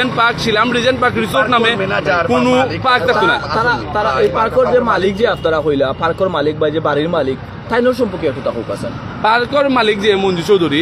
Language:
Sylheti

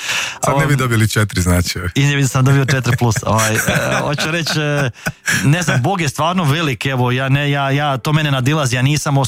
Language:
Croatian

